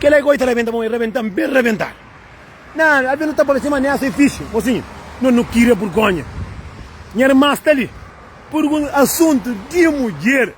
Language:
Kabuverdianu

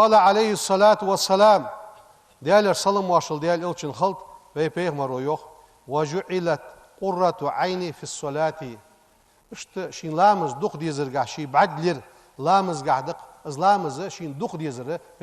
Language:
Ingush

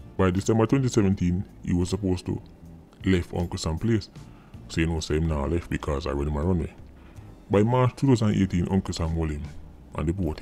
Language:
Jamaican Creole English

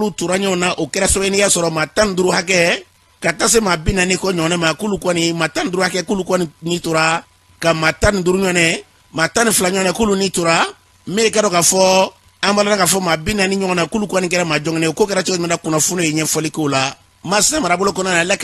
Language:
Bambara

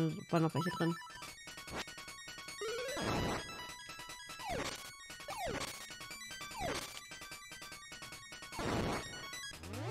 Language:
German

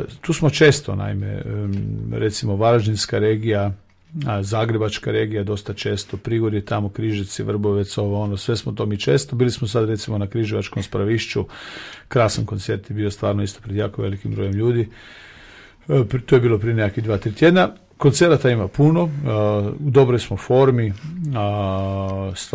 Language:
Croatian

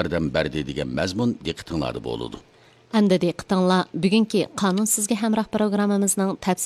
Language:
Uyghur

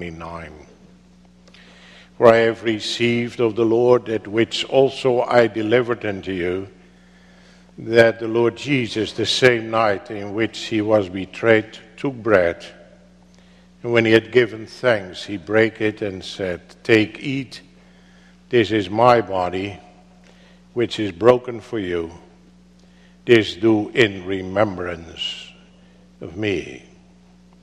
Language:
English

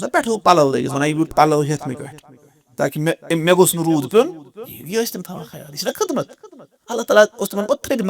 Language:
Kashmiri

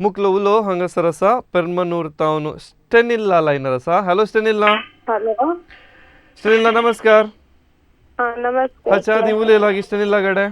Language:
Konkani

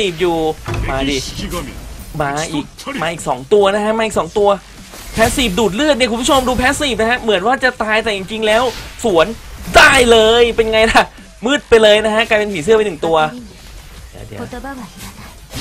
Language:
Thai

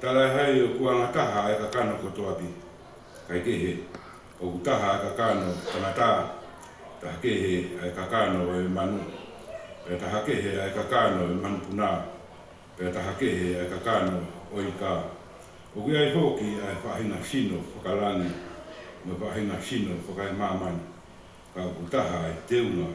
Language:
Tongan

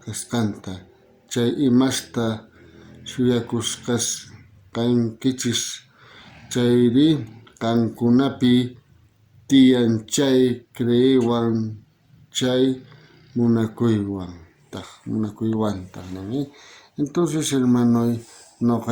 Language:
South Bolivian Quechua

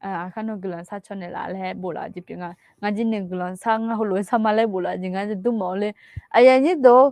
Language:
Akha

